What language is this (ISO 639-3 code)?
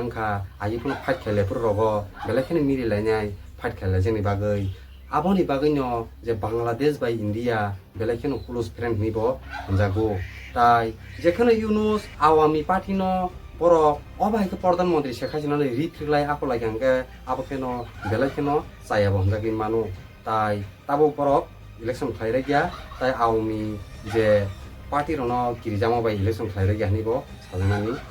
trp